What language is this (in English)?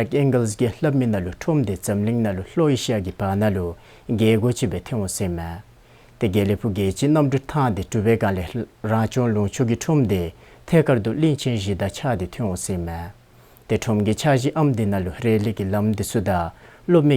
Dzongkha